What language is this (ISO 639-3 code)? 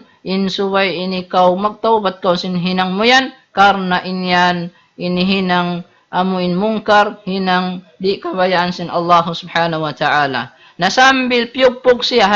tsg